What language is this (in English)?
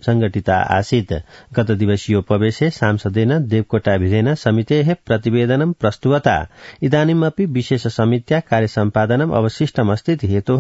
Sanskrit